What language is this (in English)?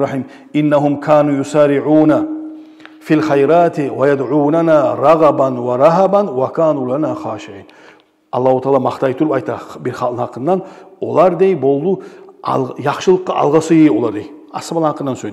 Kumyk